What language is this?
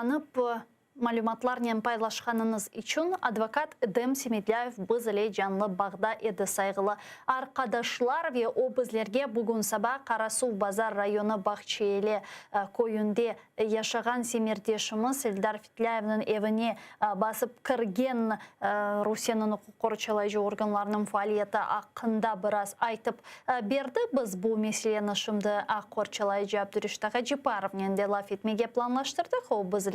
Crimean Tatar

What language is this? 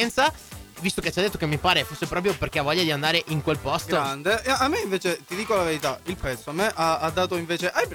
Italian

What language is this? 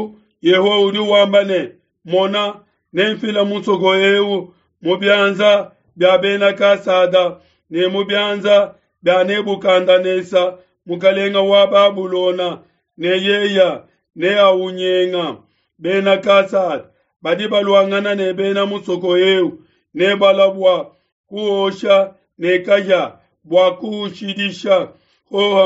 Luba-Lulua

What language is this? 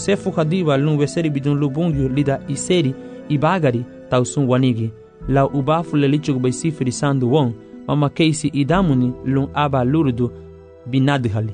Garifuna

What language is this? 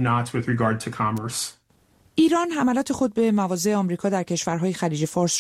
Persian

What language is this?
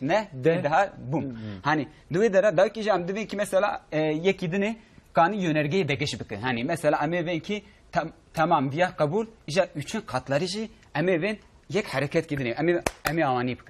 Kurdish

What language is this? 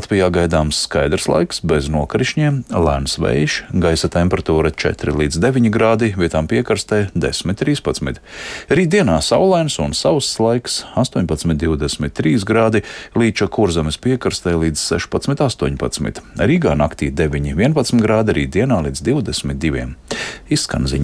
Latvian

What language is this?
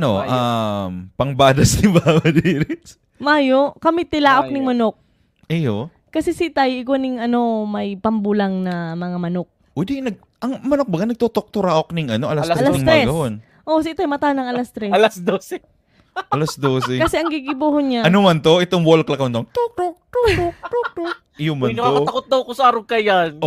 Bikol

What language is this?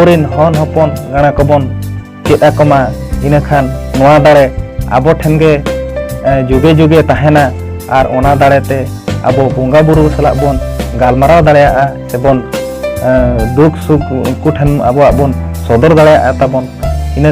Santali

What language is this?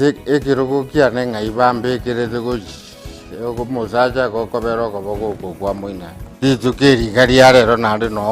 Gusii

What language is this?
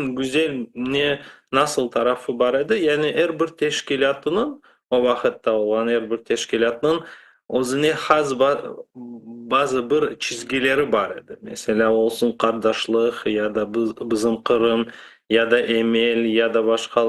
Crimean Tatar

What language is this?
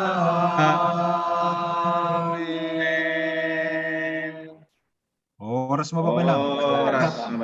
Batak Simalungun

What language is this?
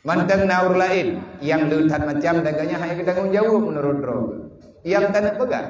Achinese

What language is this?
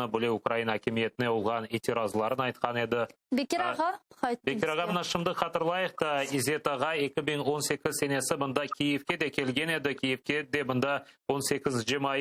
Crimean Tatar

